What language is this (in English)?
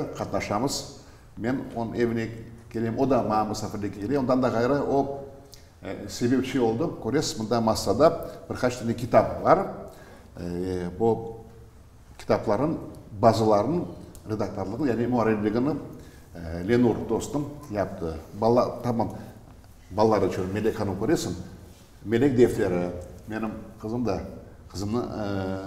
Crimean Tatar